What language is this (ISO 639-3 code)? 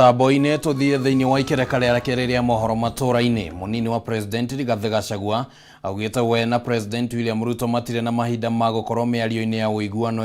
kik